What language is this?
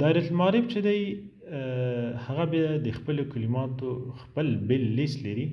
Pashto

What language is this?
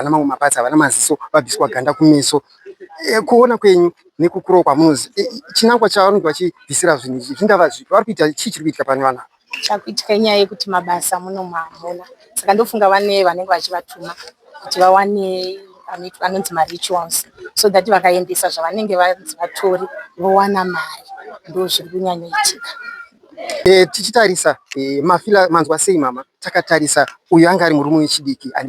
Shona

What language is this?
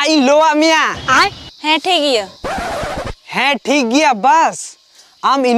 Santali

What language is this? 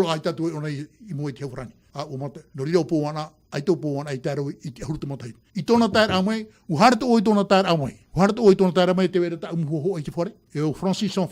Tahitian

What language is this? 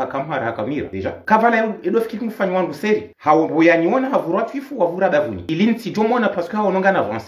Ngazidja Comorian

